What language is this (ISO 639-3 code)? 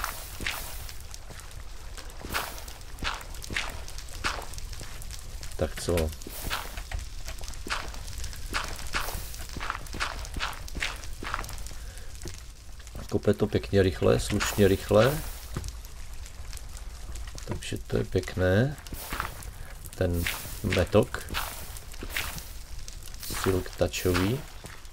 ces